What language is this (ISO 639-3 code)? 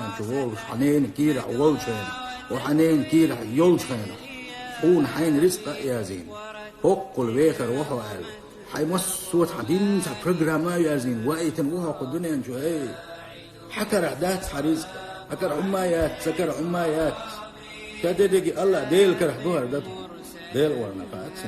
che